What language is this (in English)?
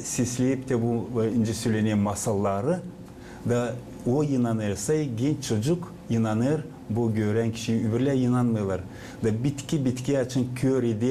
Gagauz